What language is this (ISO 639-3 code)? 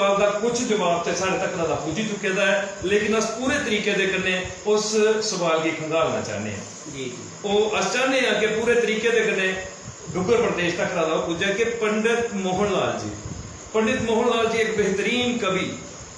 doi